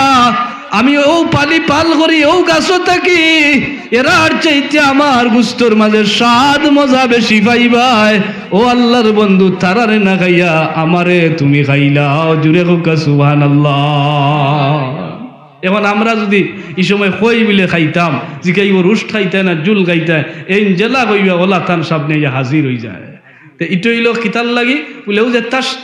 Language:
Sylheti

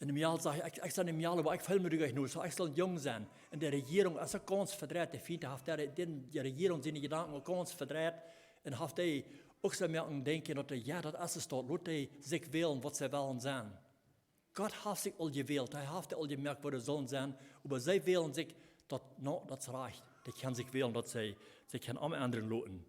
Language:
Plautdietsch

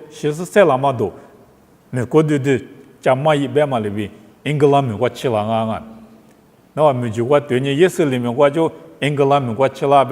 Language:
Lisu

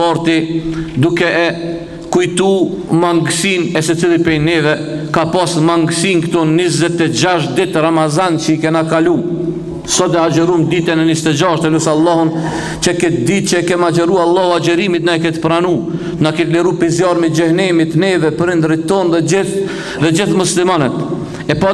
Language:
Albanian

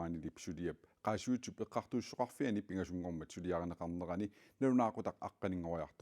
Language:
Kalaallisut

